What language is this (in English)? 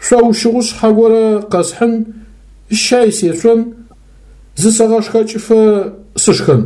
Adyghe